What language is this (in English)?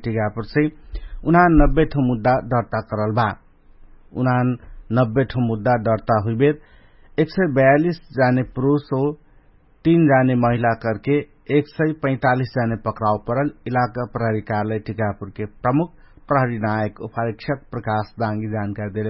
Dangaura Tharu